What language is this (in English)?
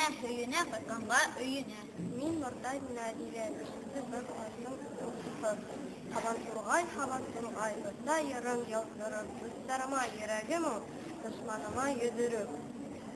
Bashkir